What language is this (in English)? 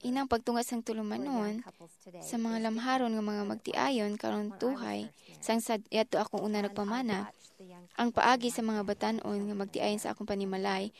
Hiligaynon